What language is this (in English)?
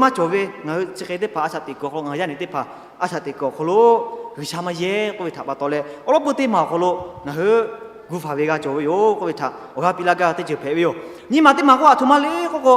Lahu